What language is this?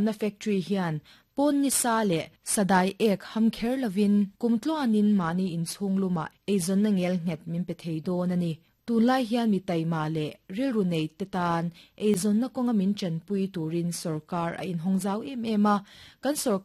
Mizo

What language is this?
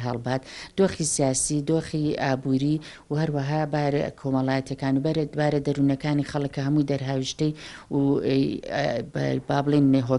Central Kurdish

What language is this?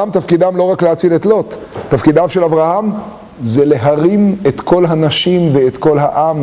Hebrew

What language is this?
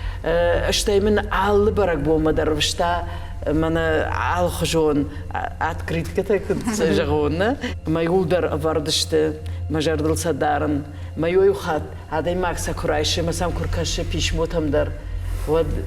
Ossetic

